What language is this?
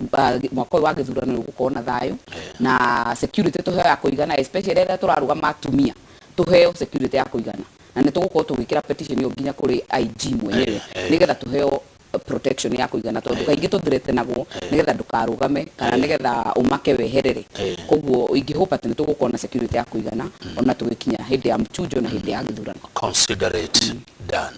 Kikuyu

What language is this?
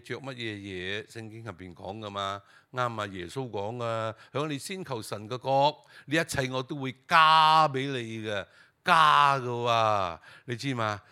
Cantonese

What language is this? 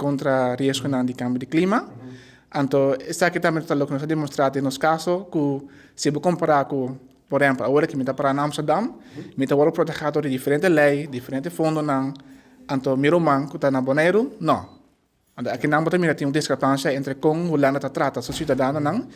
Papiamento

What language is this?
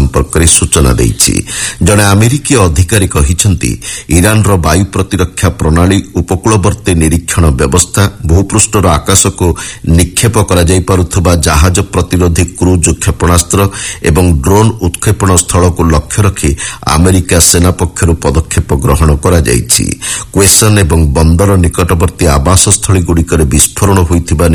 Odia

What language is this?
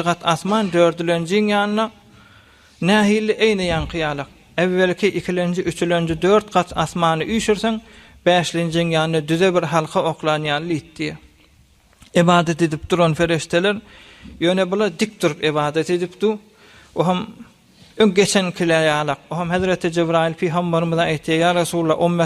Turkmen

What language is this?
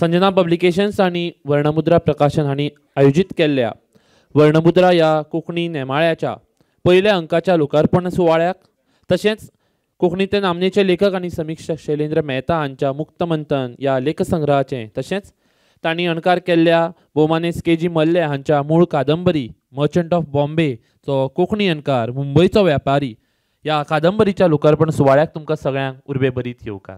Konkani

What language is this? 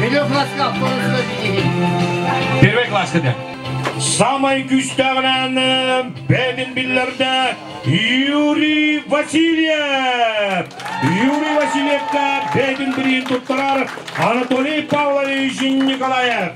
Yakut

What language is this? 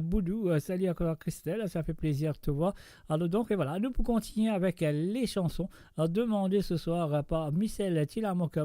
Morisyen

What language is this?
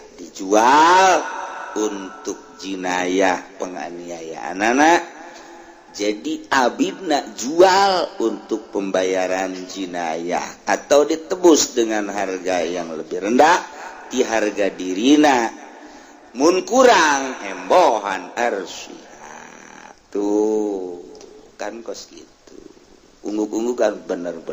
Sundanese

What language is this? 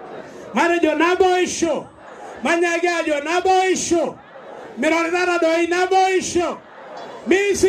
Masai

